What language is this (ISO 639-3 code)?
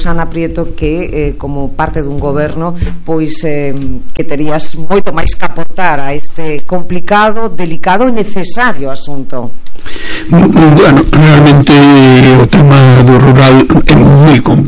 glg